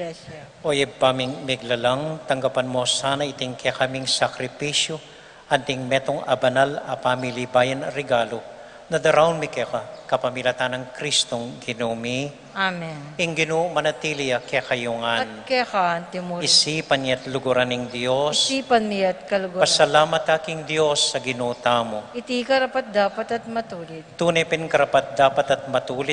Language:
Pampanga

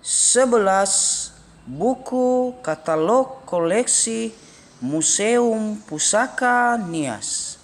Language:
Nias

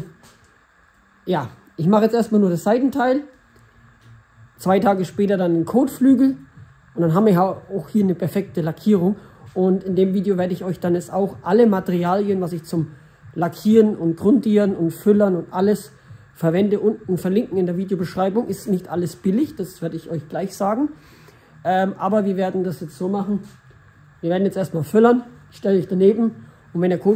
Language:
German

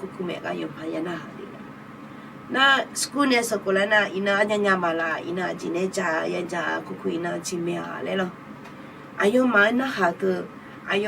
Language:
Akha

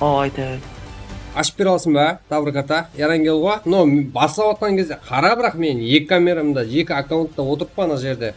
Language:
Kara-Kalpak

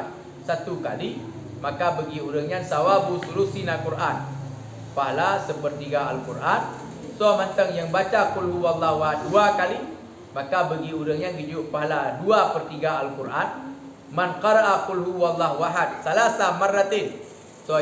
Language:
Achinese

